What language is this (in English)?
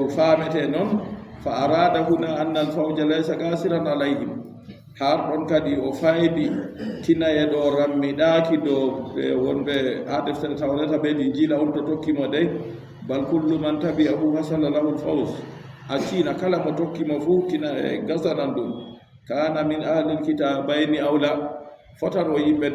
Fula